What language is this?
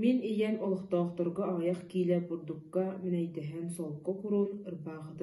Yakut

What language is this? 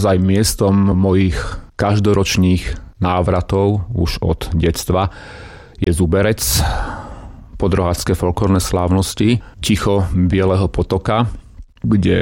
Slovak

